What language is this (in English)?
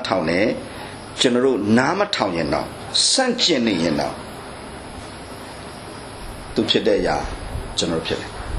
Burmese